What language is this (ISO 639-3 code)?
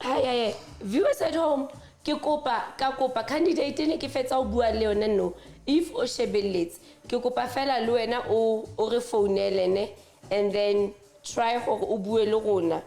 sot